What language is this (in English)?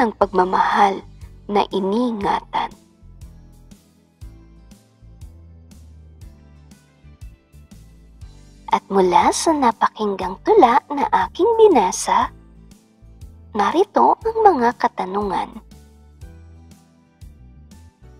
Filipino